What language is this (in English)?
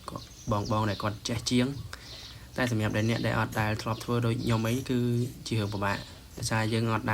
Khmer